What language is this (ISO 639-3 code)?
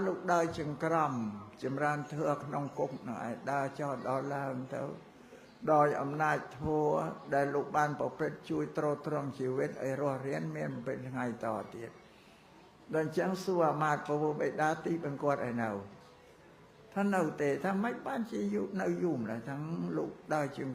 khm